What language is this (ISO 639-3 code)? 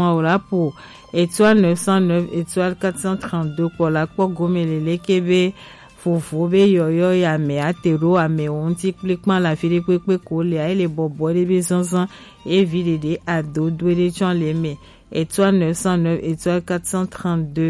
gej